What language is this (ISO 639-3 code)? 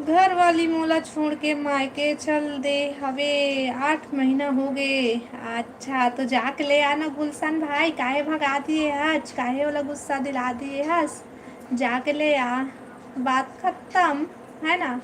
hne